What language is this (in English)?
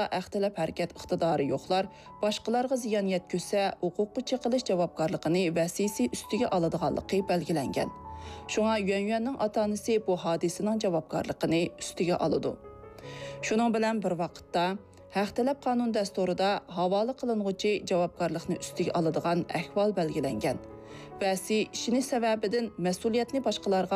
Uyghur